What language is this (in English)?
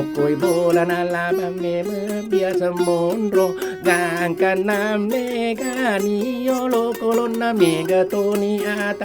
Buginese